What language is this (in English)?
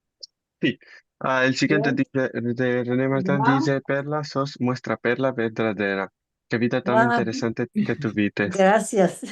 Ladino